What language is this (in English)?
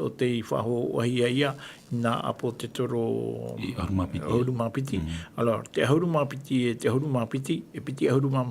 Tahitian